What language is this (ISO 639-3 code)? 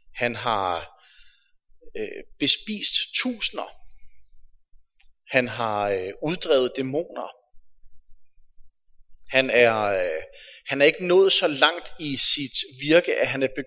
dan